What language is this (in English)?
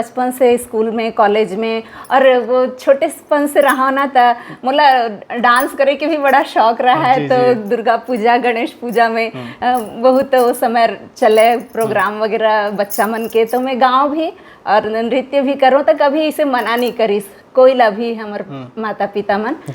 Chhattisgarhi